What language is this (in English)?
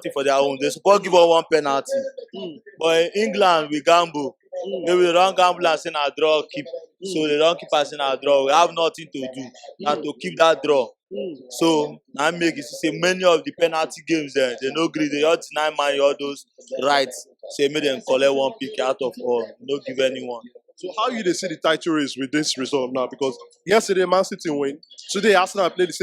Nigerian Pidgin